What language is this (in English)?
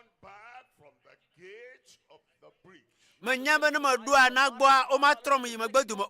Ewe